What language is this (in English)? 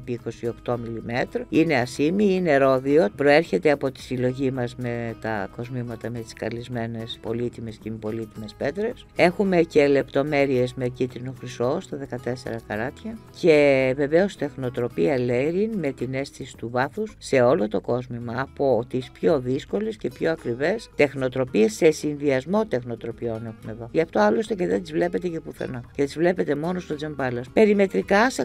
Greek